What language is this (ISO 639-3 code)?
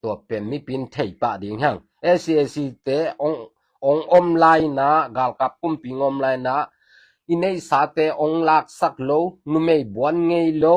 ctd